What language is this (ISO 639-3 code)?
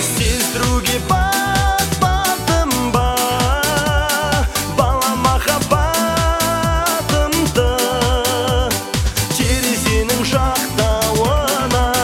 kaz